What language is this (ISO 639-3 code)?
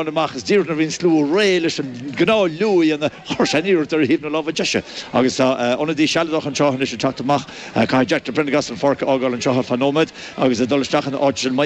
gle